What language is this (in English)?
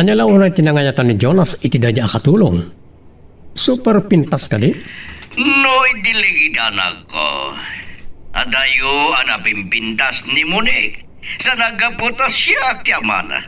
Iloko